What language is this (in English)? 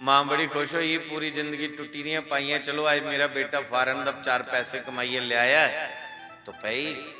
Dogri